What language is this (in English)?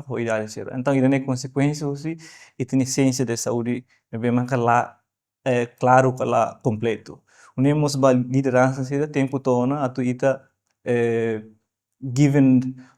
Tetum